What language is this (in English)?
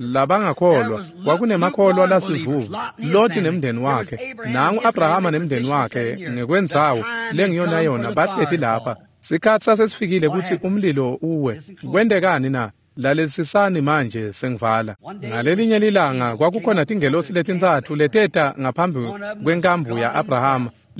Swati